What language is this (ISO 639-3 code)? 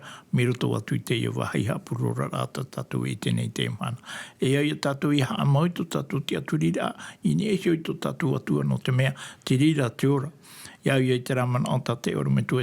tah